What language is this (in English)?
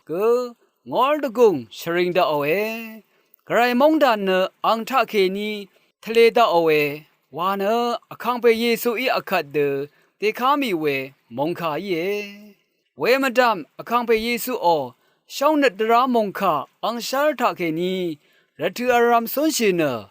Rawang